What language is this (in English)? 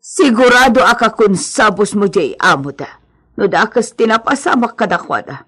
Iloko